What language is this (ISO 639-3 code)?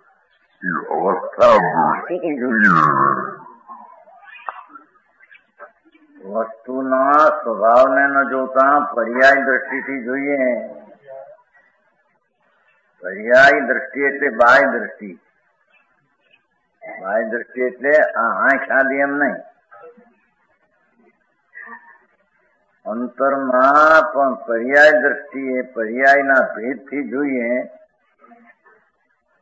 guj